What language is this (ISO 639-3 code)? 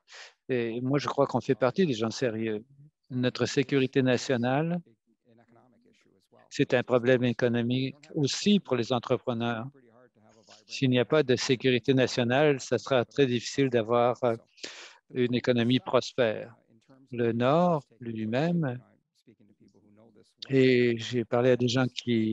fra